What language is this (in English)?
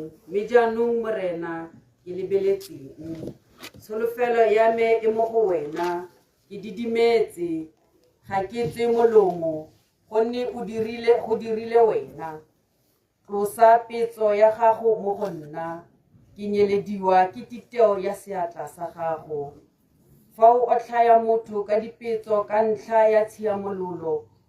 Tswana